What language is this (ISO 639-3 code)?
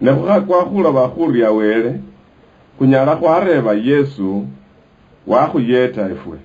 luy